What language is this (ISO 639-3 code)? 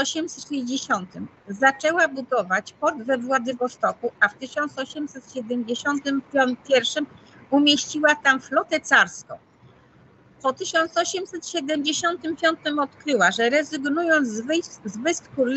pol